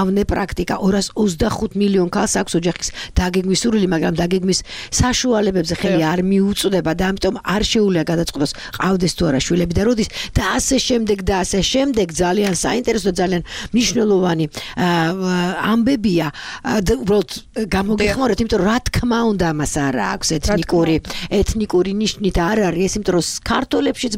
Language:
Georgian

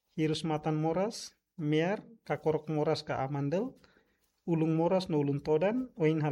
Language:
Tetum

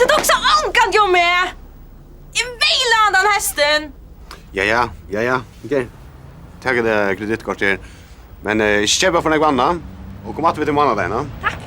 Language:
Faroese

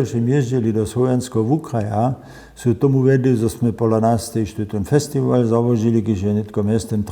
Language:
Upper Sorbian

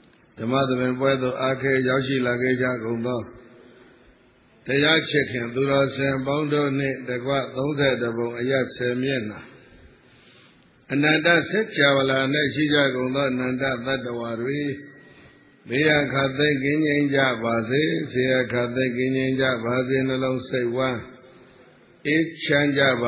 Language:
Burmese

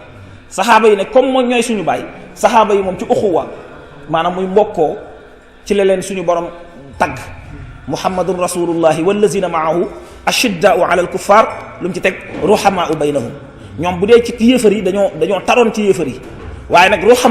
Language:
Wolof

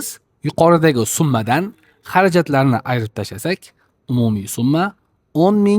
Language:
Uzbek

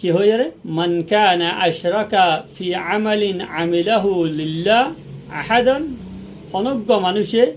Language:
Rohingya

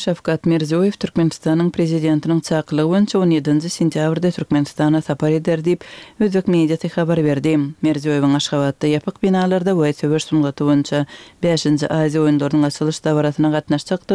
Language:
Turkmen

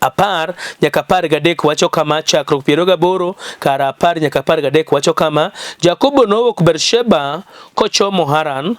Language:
Luo (Kenya and Tanzania)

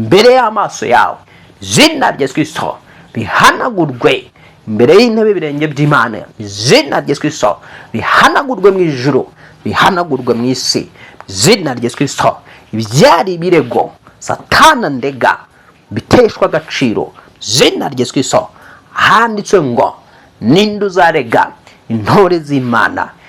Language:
Kinyarwanda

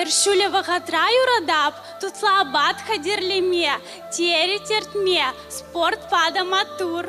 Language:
Chuvash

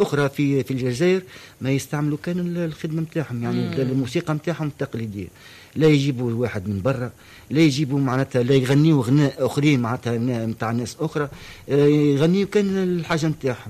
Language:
Tunisian Arabic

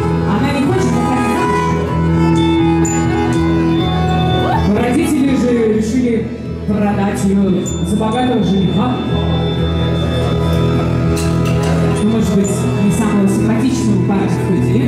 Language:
Russian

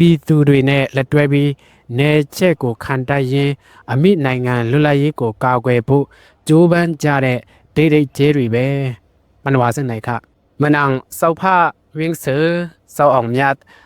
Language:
Shan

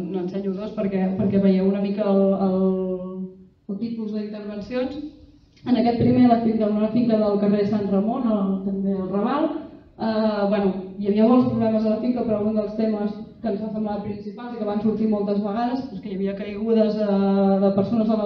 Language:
Catalan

